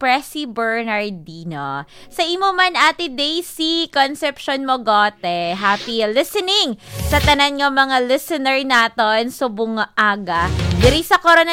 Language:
Hiligaynon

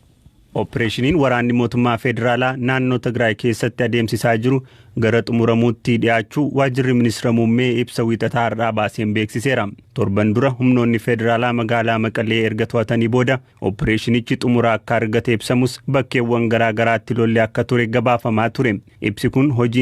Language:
Oromo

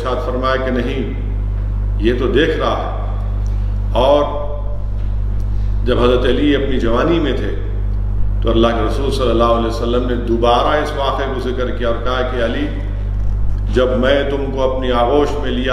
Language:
Urdu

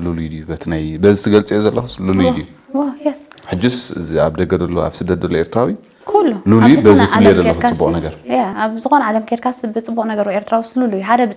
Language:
Tigrinya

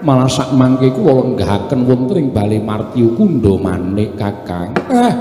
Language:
Javanese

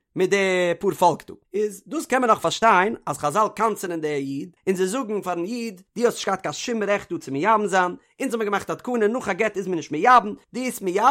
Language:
Yiddish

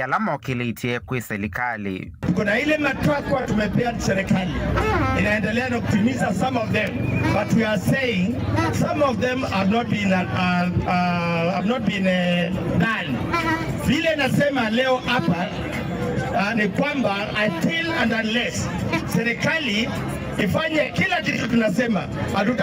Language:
Kamba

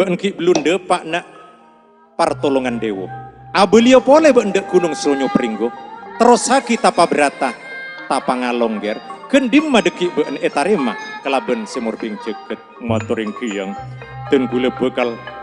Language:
Madurese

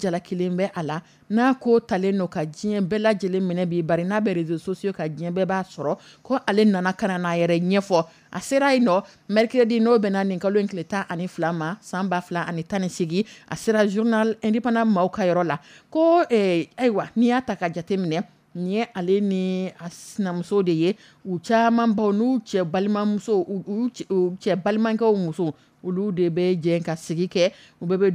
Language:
Dyula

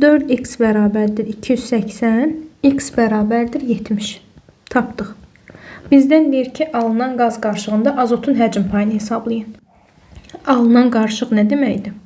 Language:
Azerbaijani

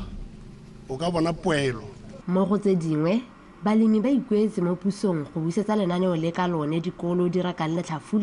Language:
Tswana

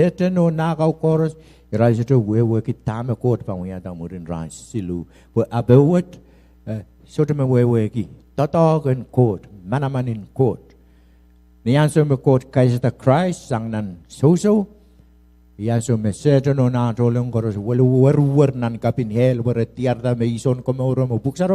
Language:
Pohnpeian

